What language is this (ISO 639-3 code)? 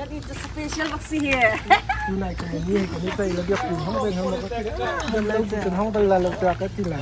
cnh